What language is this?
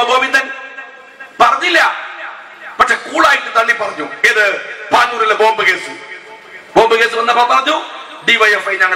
Malayalam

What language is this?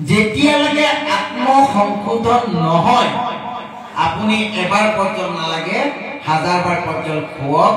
Assamese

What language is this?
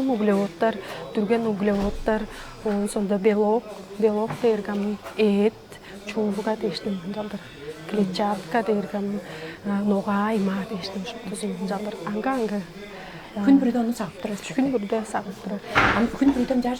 Tuvinian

